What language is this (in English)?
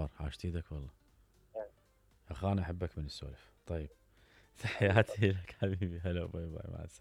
Mesopotamian Arabic